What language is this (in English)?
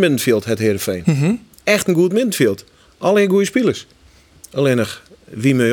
Western Frisian